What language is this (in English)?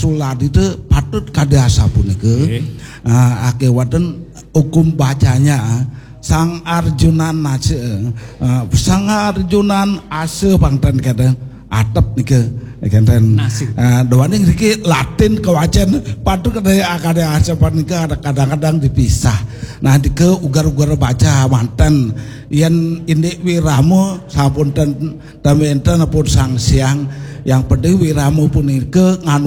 Balinese